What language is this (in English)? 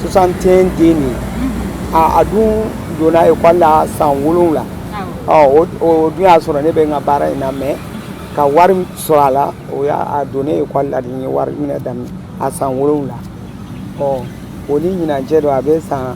Bambara